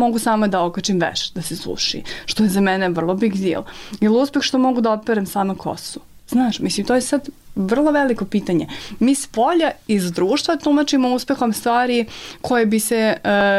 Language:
Serbian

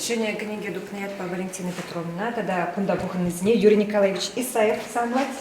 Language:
Chuvash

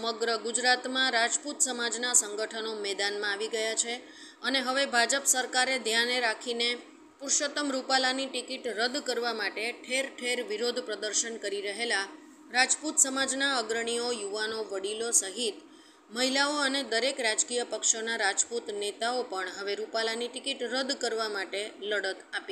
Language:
Gujarati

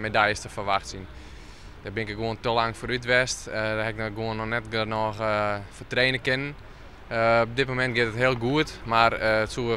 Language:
Western Frisian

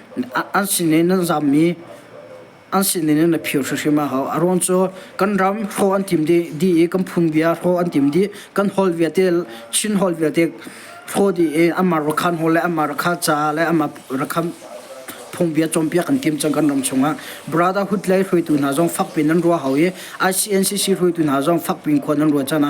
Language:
Hakha Chin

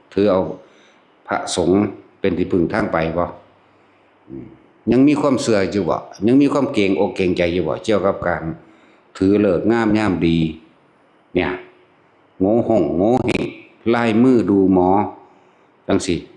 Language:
Northeastern Thai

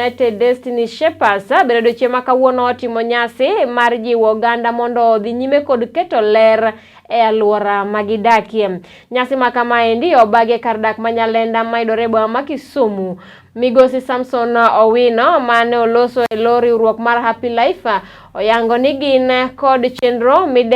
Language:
Luo (Kenya and Tanzania)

